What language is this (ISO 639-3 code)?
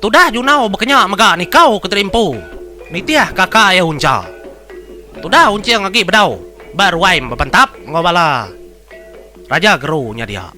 iba